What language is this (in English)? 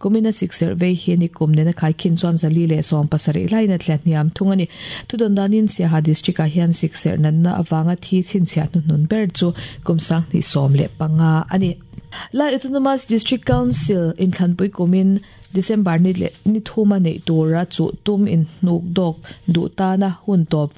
Mizo